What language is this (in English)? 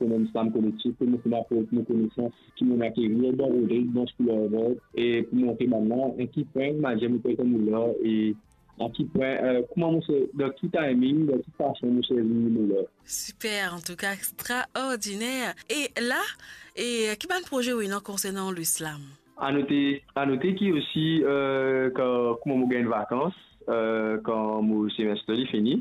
Morisyen